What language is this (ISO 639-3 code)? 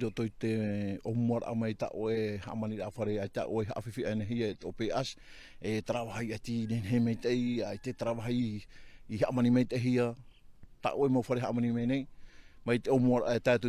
tah